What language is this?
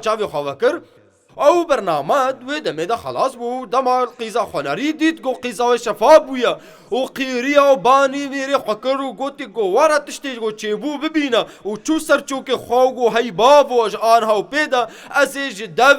Kurdish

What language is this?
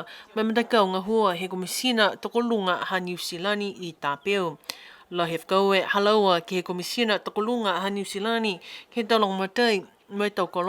Niuean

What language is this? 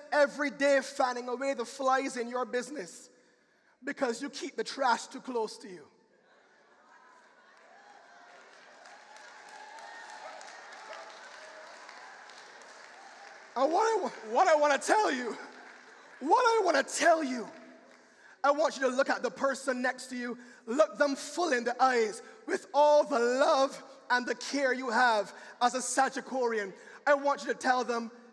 English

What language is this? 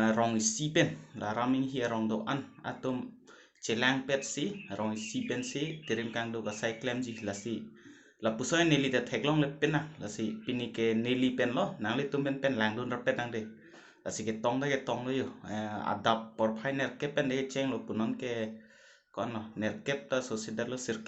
Karbi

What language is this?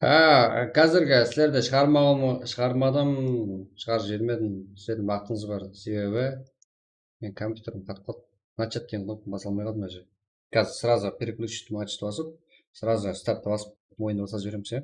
Kara-Kalpak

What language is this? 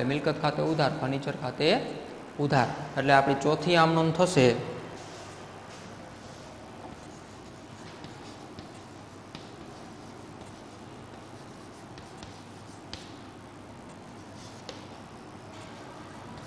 Gujarati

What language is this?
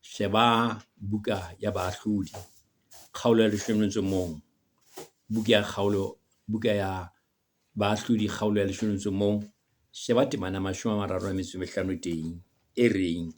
Southern Sotho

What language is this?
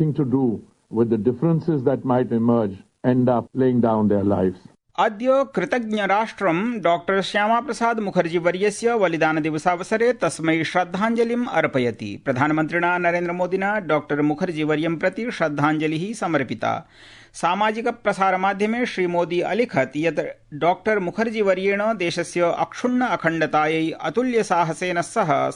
Sanskrit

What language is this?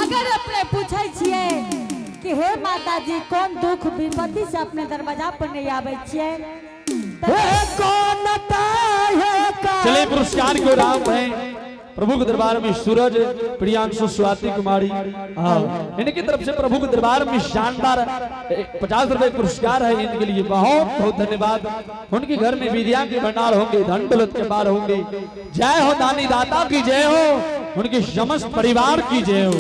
Angika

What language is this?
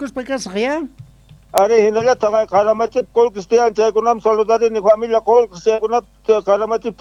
Quechua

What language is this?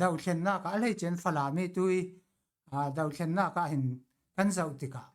Falam Chin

